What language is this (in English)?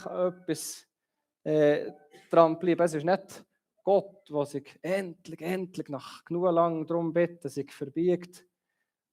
Swiss German